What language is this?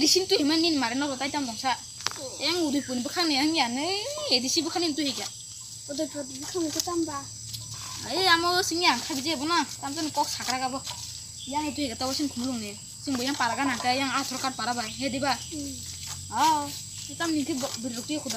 Kok Borok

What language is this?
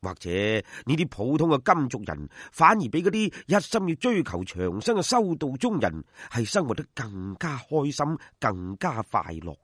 Cantonese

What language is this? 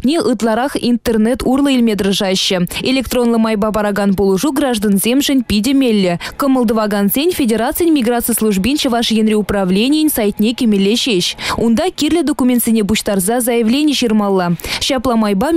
Chuvash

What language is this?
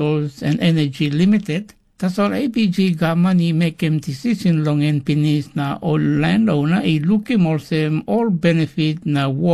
Tok Pisin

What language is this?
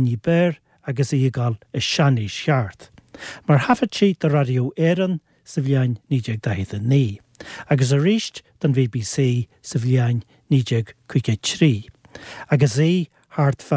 Irish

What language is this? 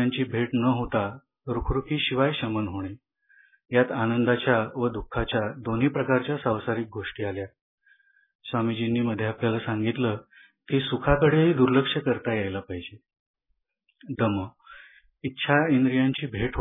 Marathi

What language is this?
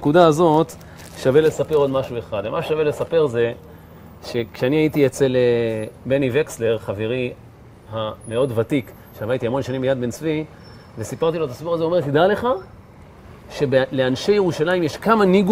Hebrew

